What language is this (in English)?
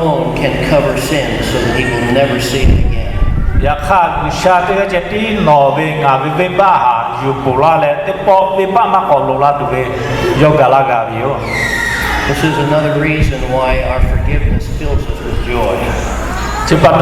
Lahu